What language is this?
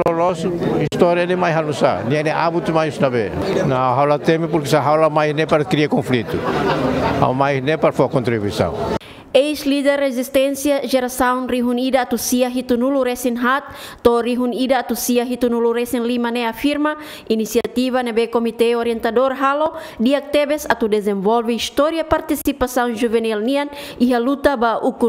Tetum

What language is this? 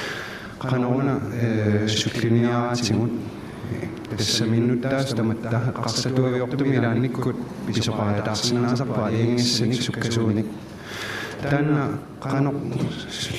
Kalaallisut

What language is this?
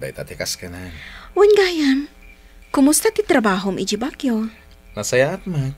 Iloko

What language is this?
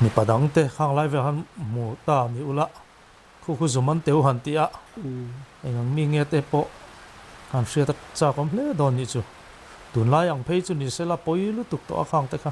Mizo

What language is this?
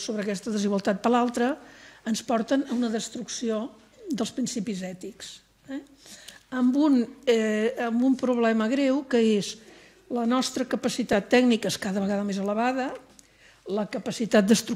Catalan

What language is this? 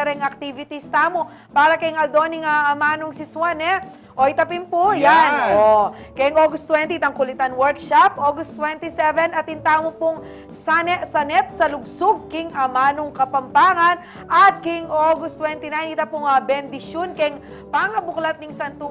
Pampanga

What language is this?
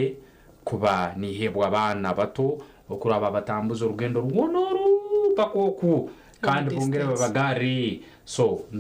Nyankole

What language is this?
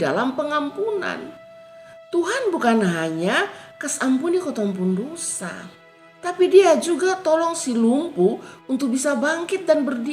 Kupang Malay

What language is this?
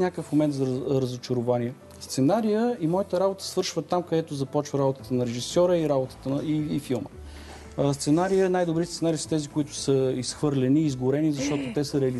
Bulgarian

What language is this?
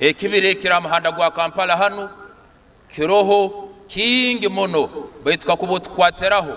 Nyankole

